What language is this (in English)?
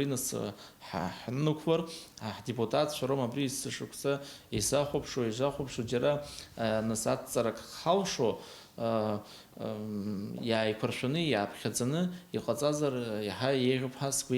Abkhazian